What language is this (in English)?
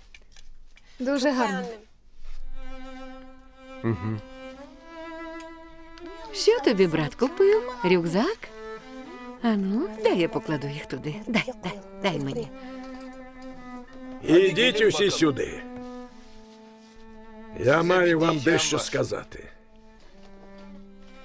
Ukrainian